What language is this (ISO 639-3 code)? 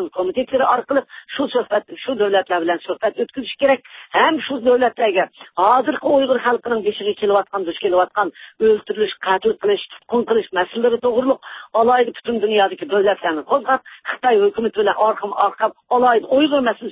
uig